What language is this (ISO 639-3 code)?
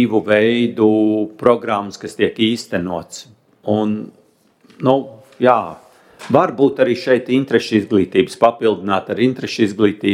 lav